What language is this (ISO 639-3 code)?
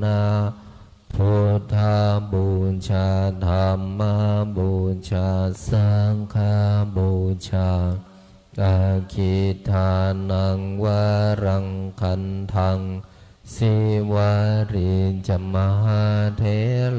pli